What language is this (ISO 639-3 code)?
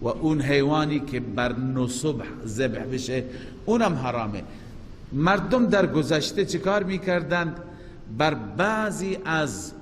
fas